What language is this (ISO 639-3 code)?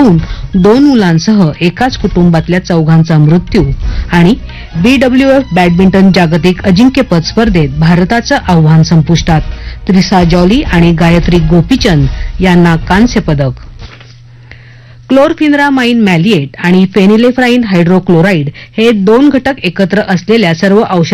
mar